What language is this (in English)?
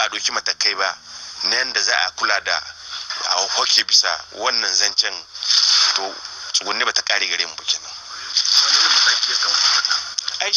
Hausa